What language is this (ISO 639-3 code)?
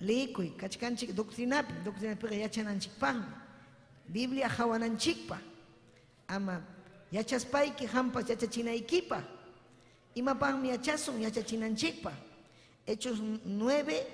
quy